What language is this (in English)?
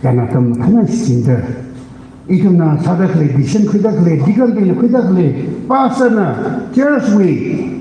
Tangkhul Naga (India)